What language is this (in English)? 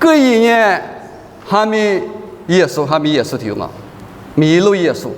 Lisu